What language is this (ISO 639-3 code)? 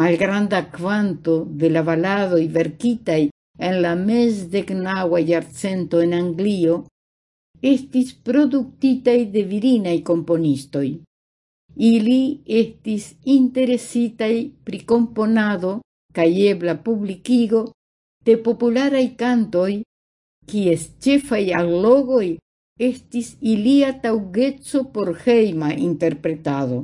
epo